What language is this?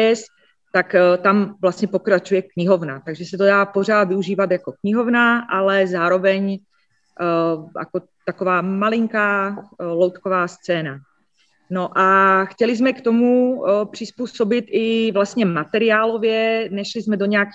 Czech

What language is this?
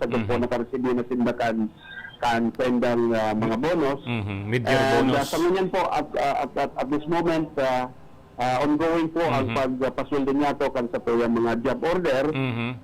Bikol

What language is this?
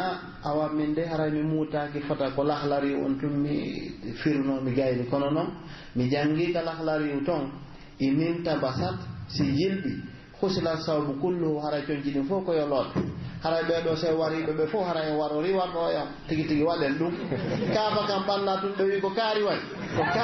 Pular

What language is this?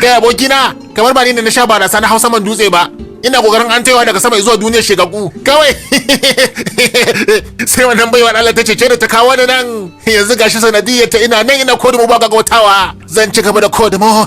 Hausa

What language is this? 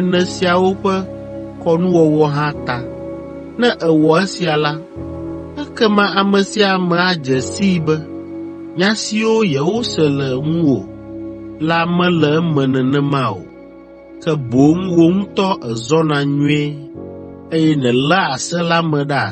Ewe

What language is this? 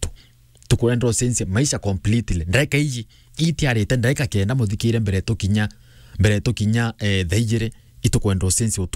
Meru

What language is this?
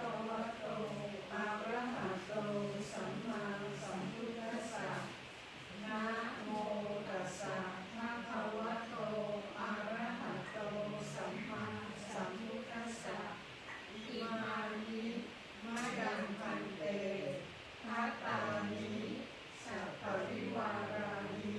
Pali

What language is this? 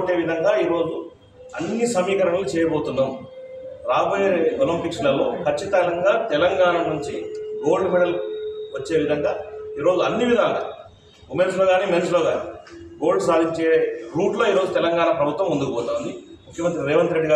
Telugu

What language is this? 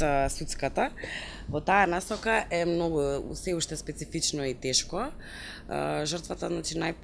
Macedonian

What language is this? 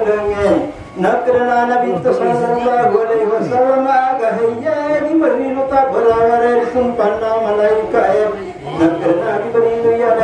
Buginese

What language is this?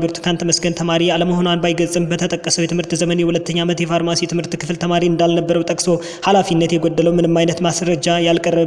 Amharic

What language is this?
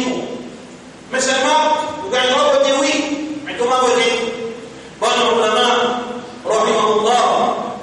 Morisyen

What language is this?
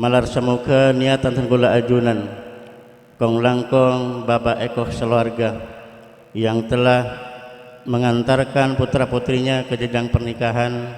Madurese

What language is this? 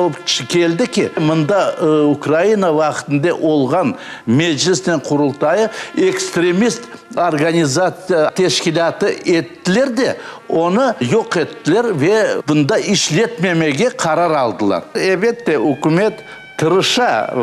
Crimean Tatar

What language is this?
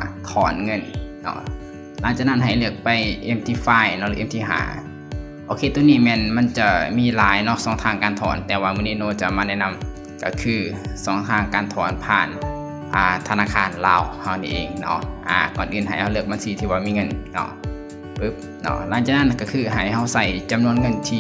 Lao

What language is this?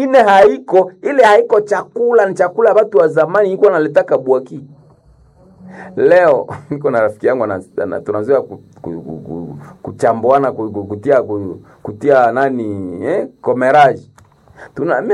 Swahili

